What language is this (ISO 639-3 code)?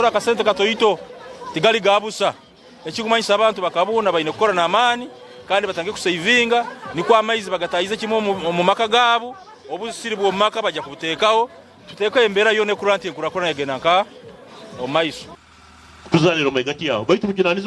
nyn